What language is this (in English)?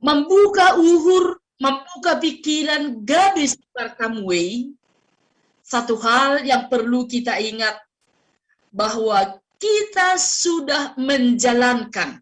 Batak Simalungun